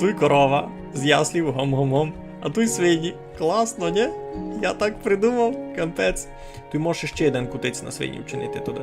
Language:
Rusyn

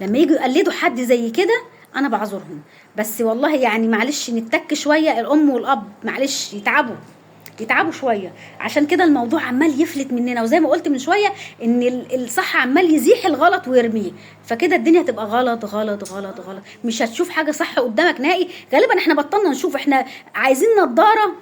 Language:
Egyptian Arabic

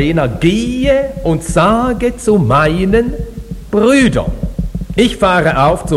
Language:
German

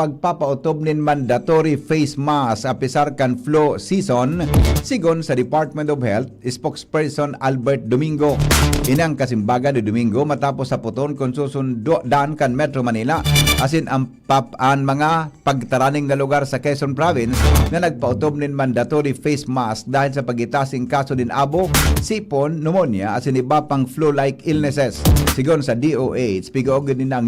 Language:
Bikol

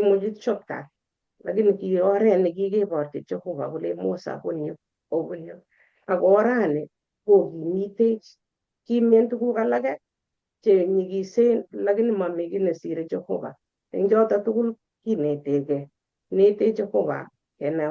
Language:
Kalenjin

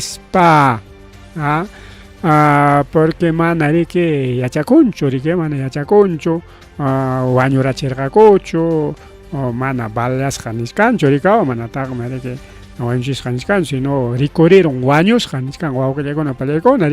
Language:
Ayacucho Quechua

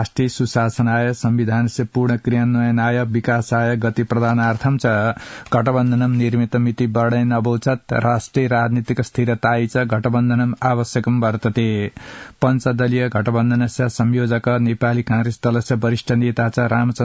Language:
Sanskrit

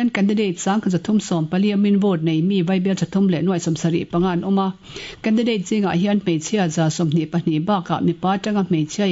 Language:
Mizo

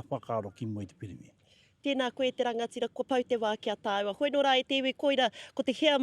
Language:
Māori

